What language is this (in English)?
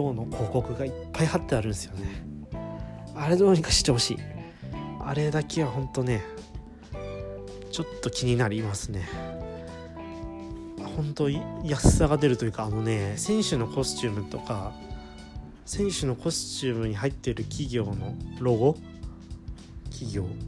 Japanese